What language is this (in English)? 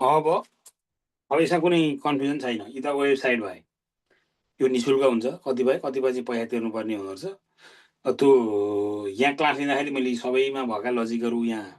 Nepali